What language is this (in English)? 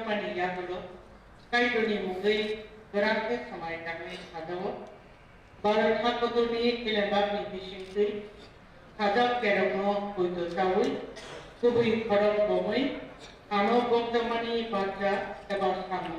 Kok Borok